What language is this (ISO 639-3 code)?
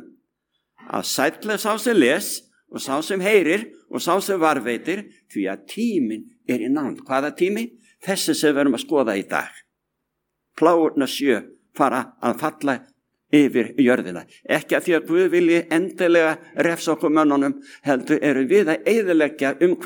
isl